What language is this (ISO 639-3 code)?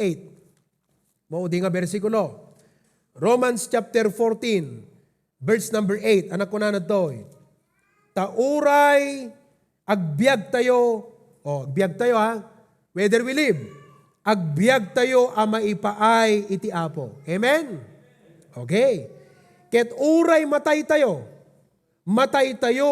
ilo